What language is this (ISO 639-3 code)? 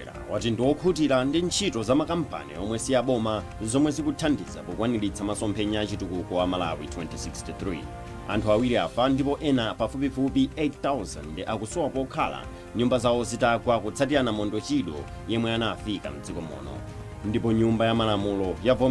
nya